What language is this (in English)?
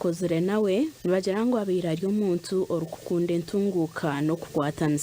Nyankole